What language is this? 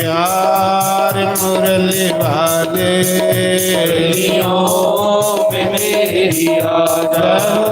Dogri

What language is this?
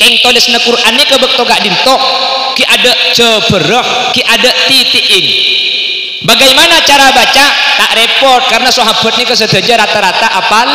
Madurese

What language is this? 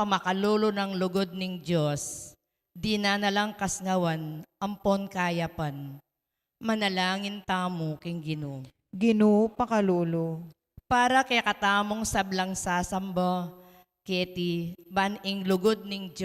Pampanga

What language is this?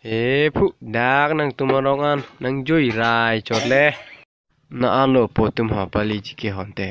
Karbi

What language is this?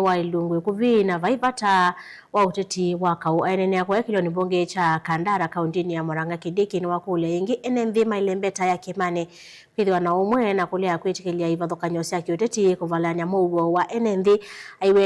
Kamba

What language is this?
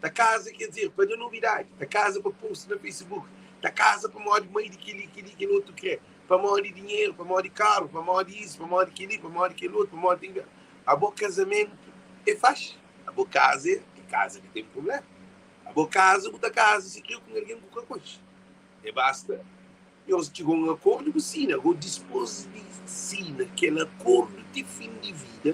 Kabuverdianu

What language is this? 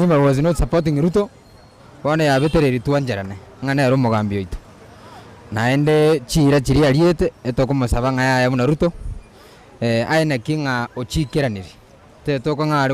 Gusii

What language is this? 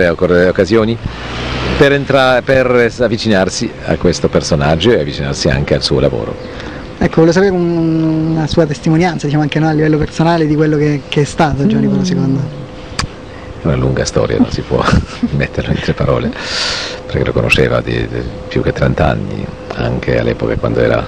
Italian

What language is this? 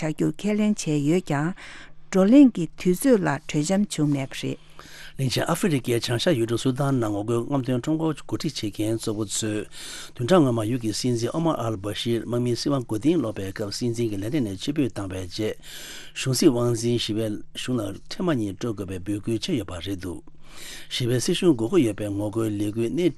Tibetan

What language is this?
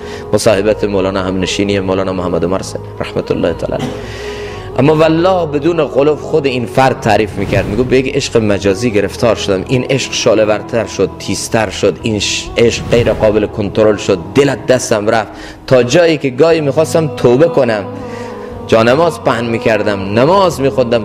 Persian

